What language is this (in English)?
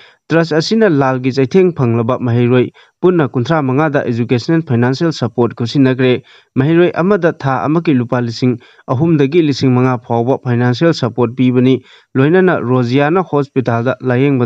Manipuri